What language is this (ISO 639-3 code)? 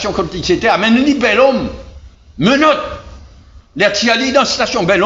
mfe